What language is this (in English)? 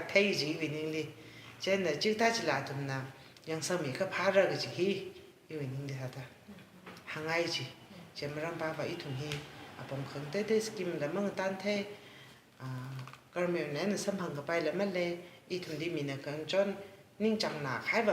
Tangkhul Naga (India)